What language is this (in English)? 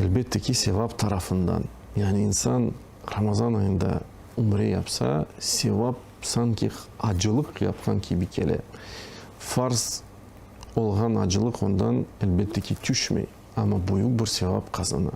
Crimean Tatar